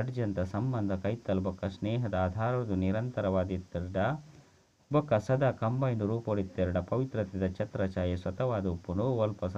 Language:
Tulu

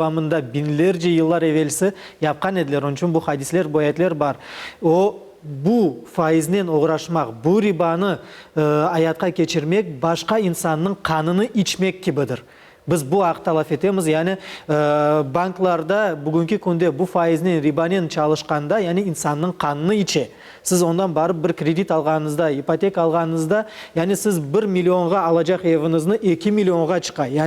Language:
Crimean Tatar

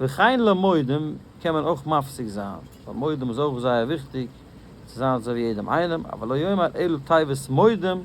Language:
Yiddish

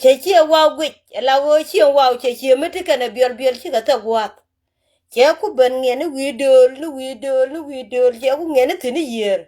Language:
Nuer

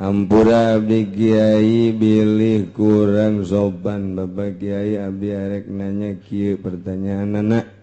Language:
Sundanese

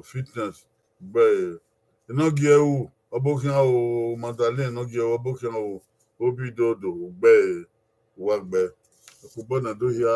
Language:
Bini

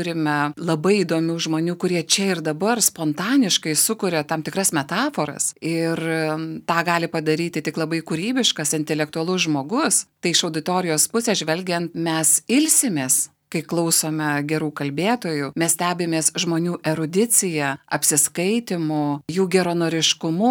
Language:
Lithuanian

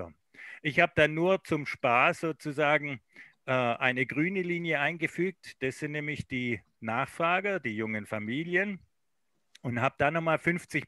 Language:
German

